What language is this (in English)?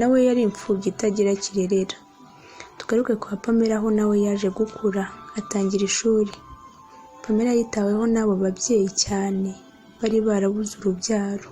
Kinyarwanda